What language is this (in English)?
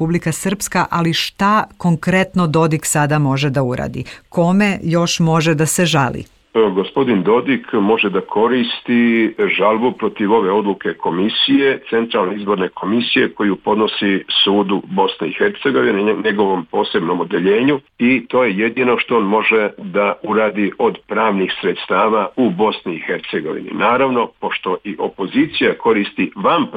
Serbian